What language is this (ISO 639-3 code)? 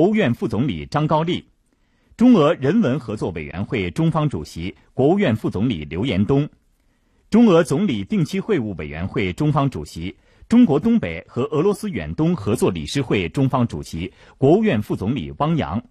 zho